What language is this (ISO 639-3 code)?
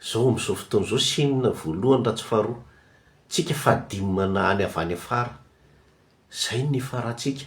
mlg